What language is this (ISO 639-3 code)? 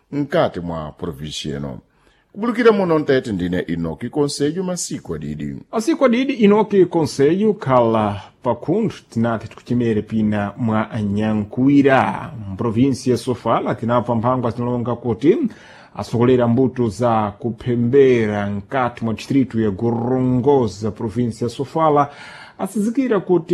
seh